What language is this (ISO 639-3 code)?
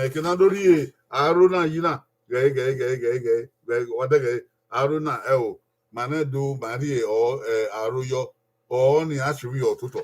bin